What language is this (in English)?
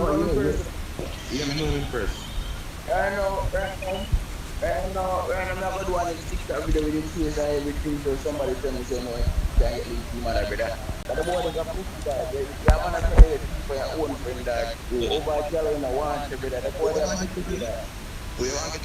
Jamaican Creole English